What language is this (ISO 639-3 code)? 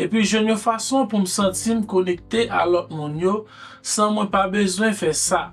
hat